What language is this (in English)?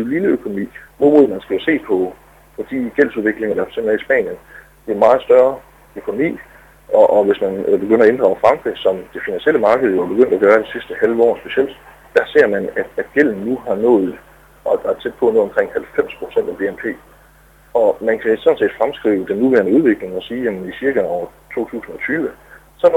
Danish